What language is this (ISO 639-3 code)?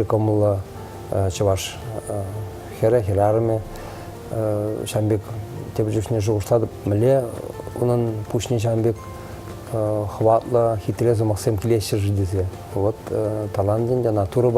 chv